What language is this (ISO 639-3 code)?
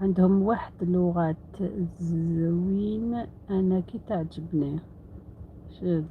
arq